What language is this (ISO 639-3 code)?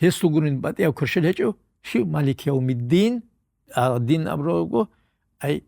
ava